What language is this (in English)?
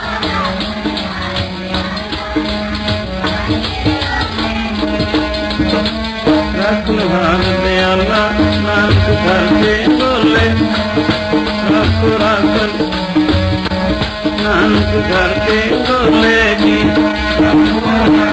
Punjabi